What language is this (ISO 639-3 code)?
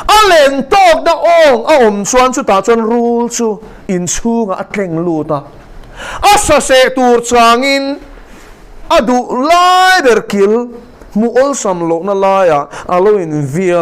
lus